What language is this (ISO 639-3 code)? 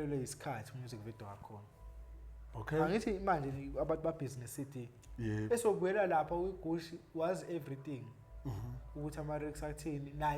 zul